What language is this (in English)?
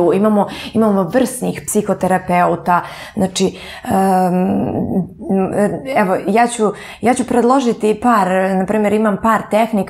Serbian